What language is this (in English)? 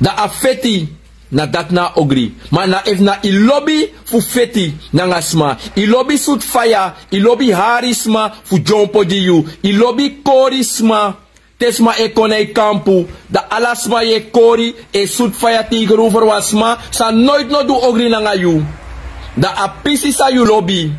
Sranan Tongo